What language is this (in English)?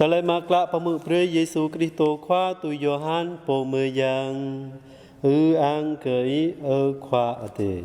Jarai